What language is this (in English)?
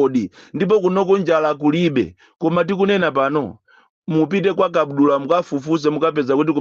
Nyanja